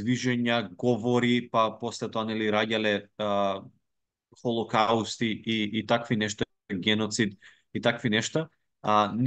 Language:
Macedonian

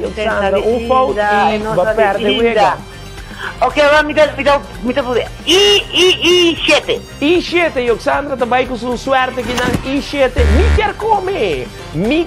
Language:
Papiamento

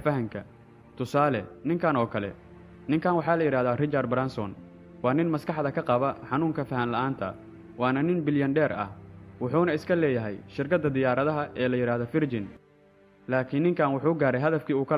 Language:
Somali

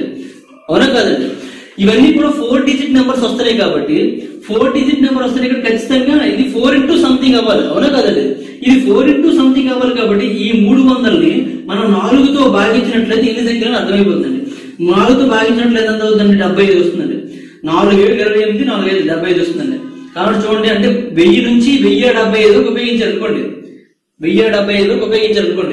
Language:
Telugu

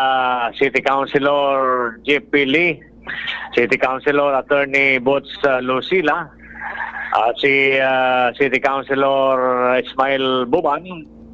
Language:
Bikol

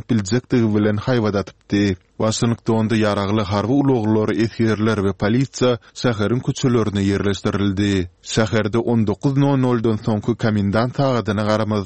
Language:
Turkmen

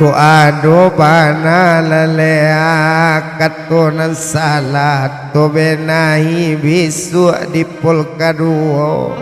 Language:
Minangkabau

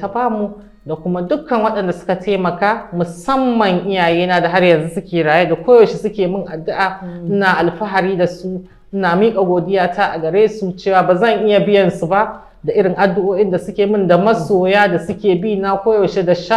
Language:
Hausa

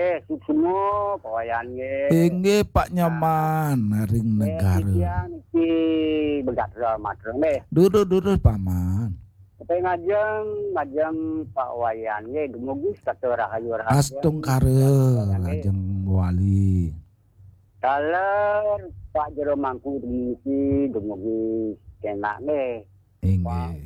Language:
Balinese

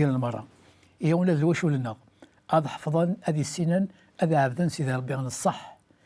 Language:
Kabyle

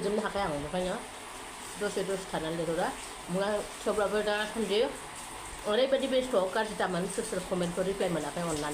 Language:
Bodo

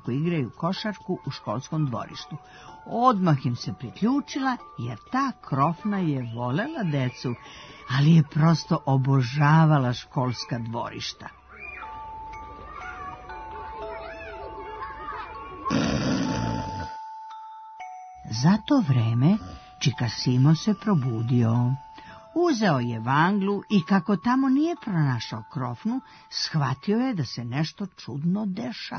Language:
Serbian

